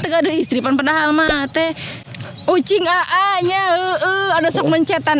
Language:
Sundanese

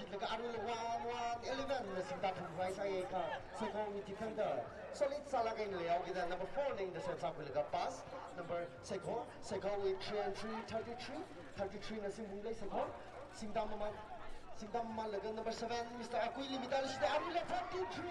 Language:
Tangkhul Naga (India)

